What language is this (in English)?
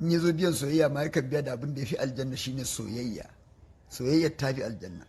Hausa